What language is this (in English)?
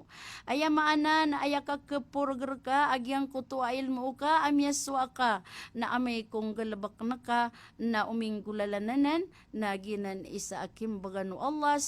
Maranao